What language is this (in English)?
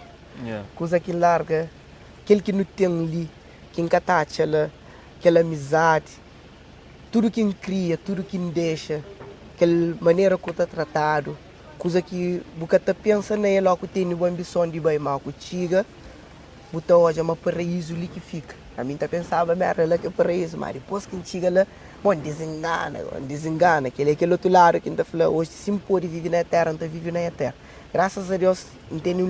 Kabuverdianu